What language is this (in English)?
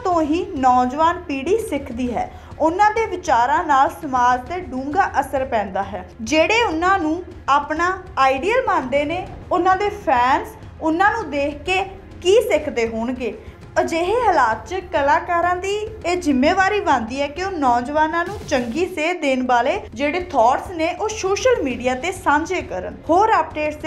Punjabi